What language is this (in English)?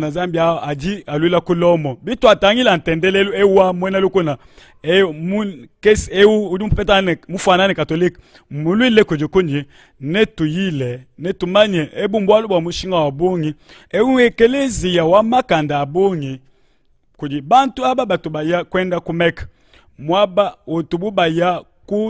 Luba-Lulua